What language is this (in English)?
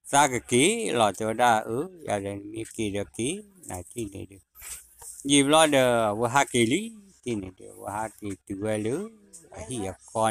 S'gaw Karen